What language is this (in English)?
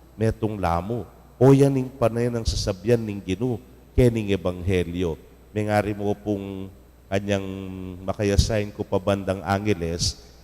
Pampanga